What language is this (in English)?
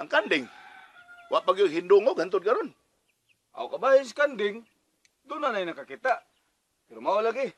Cebuano